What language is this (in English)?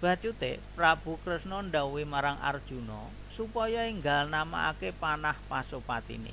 Javanese